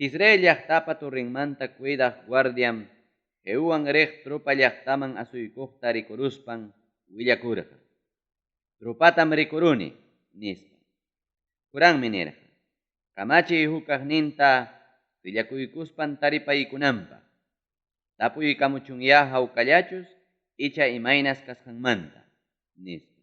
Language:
Ayacucho Quechua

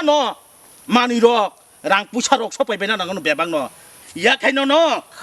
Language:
Kok Borok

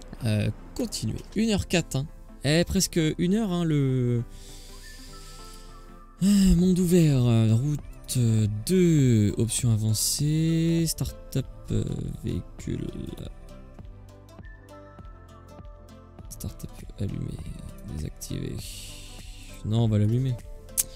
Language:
French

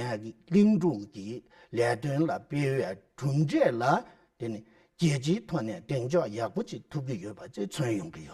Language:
Tibetan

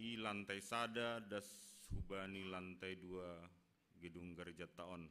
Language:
Batak Simalungun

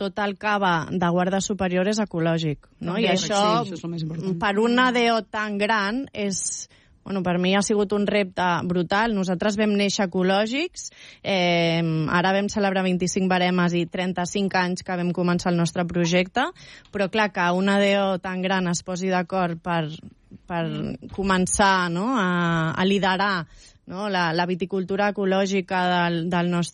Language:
Catalan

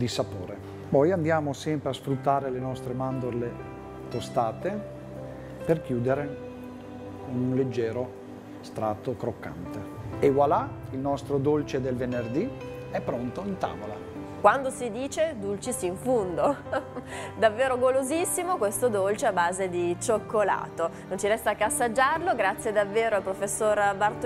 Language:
Italian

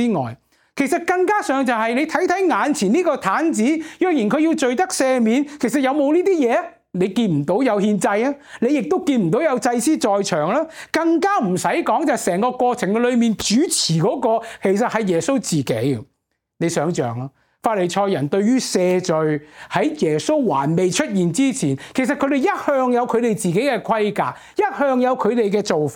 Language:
Cantonese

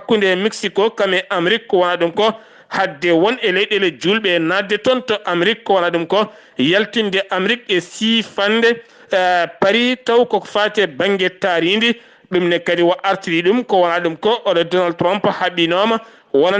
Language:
Fula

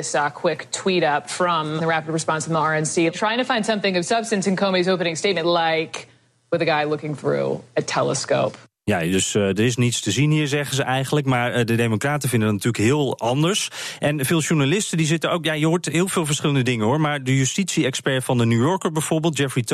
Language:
Dutch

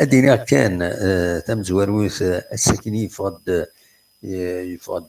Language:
Kabyle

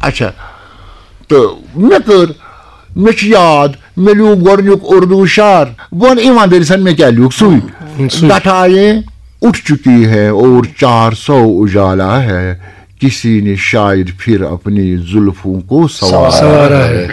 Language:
Kashmiri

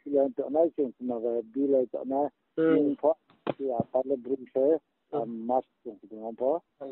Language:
Riang (India)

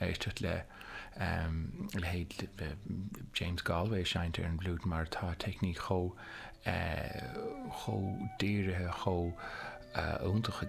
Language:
Irish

